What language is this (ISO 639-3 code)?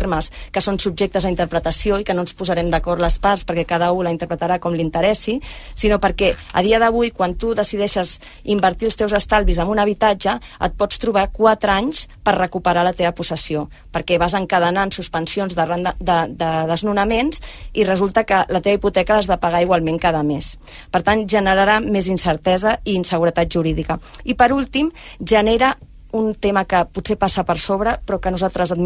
cat